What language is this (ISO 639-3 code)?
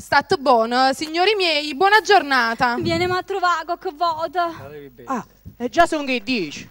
nap